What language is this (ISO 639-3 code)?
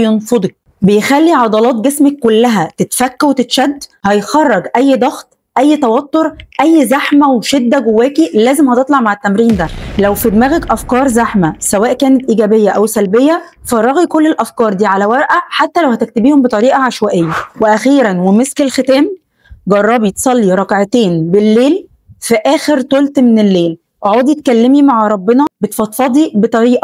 arz